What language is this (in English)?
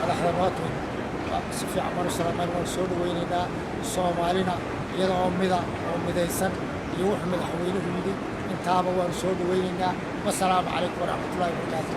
Somali